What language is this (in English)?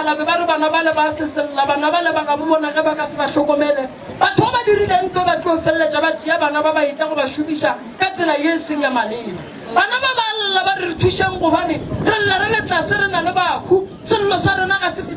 Northern Sotho